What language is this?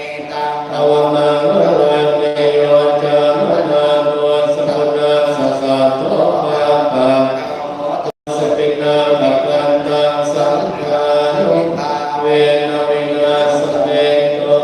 Pali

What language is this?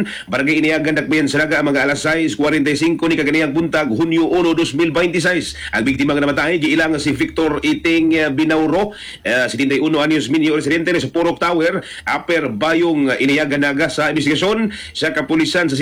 Cebuano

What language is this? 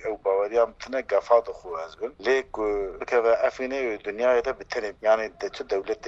Kurdish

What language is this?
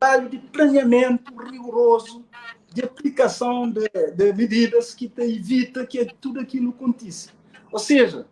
Kabuverdianu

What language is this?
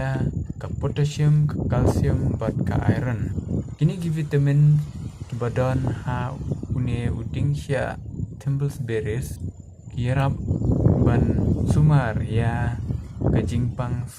Khasi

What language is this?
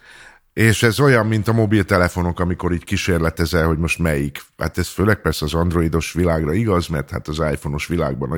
Hungarian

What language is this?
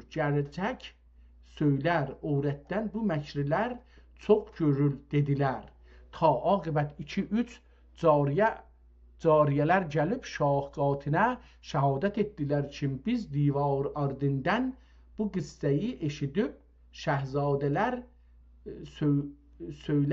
South Azerbaijani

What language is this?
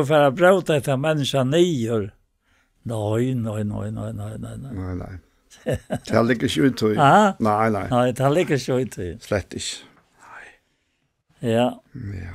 Faroese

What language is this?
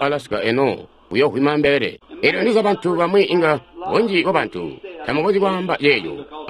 Tonga (Zambia)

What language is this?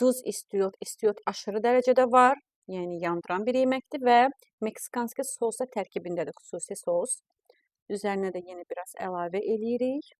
Azerbaijani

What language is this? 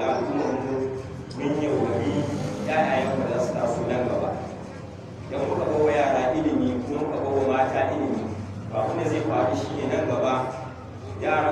Hausa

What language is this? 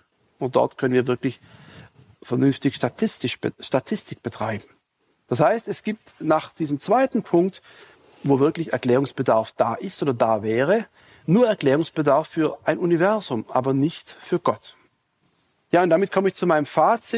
German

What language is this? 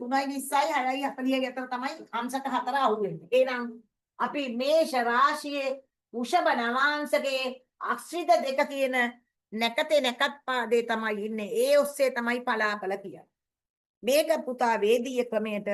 Sinhala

